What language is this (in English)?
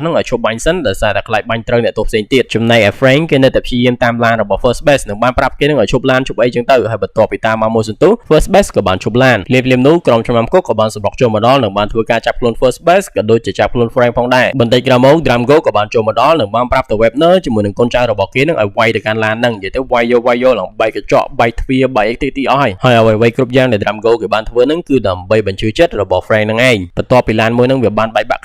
Khmer